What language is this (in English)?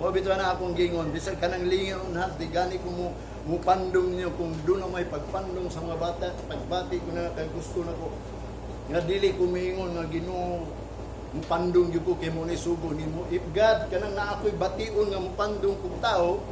Cebuano